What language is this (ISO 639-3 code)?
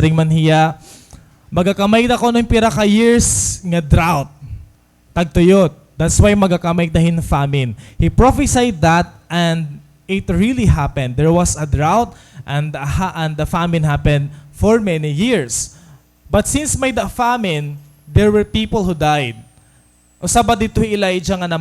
war